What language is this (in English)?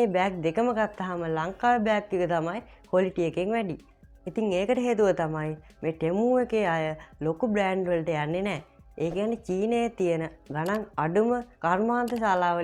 Sinhala